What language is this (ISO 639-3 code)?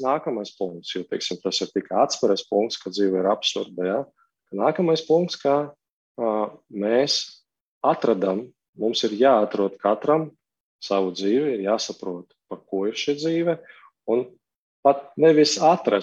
lav